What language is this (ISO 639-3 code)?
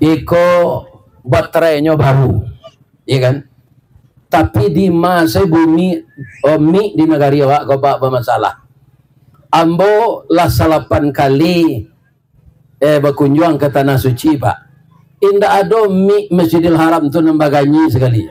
min